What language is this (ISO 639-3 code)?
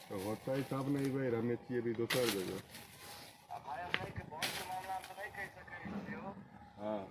mai